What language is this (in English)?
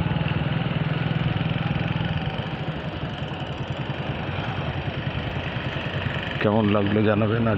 Bangla